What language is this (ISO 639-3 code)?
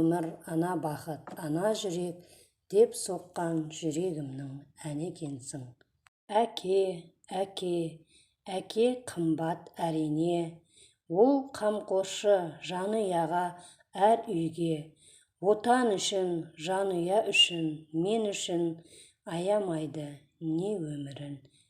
kaz